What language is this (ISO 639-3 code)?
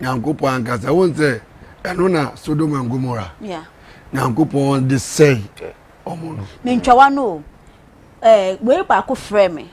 aka